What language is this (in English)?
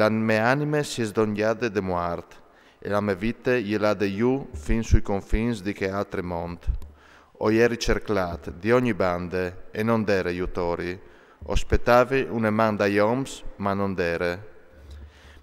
Friulian